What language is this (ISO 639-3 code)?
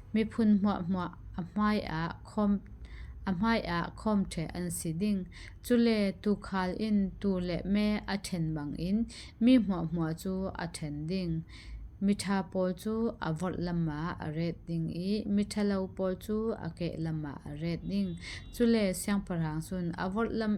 cfm